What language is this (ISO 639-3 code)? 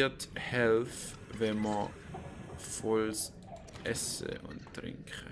gsw